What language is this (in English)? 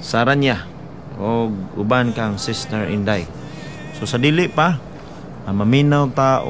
Cebuano